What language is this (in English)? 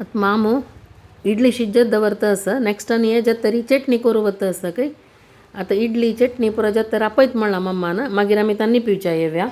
Konkani